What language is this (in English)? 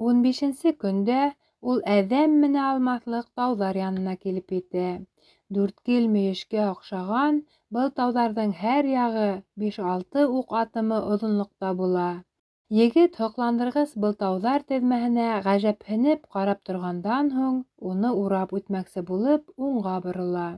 Bashkir